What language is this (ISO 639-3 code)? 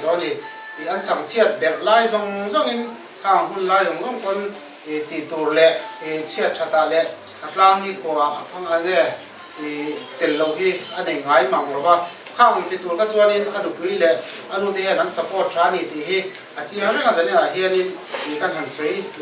lus